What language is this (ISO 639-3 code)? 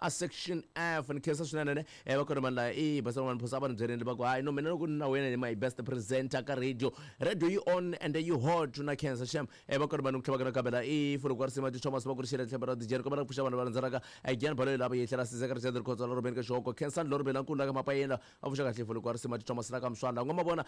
tso